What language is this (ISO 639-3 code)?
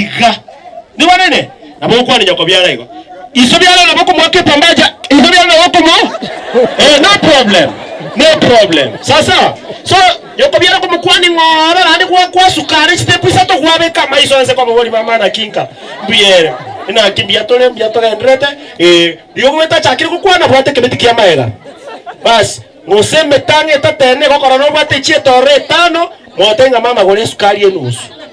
guz